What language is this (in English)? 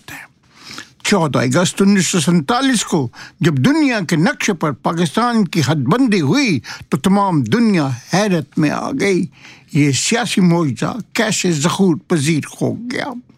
Urdu